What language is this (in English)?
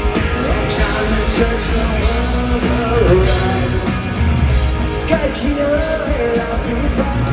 English